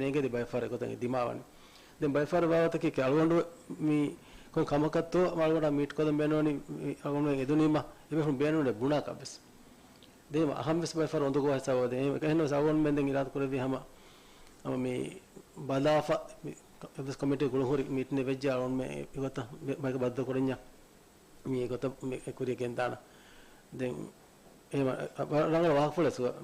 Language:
Divehi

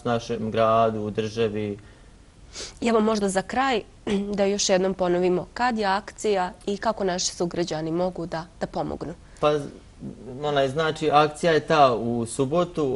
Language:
Bosnian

